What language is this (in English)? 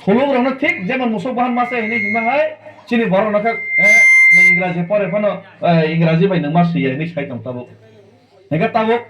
Kok Borok